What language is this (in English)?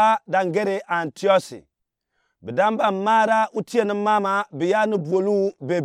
Gourmanchéma